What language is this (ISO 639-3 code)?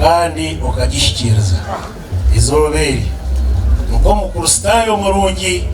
nyn